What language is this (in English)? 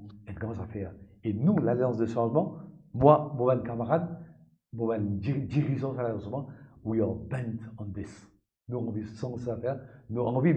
Morisyen